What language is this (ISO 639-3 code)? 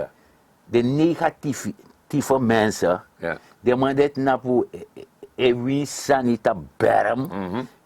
srn